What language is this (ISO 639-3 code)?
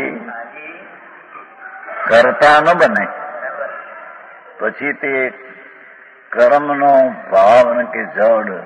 guj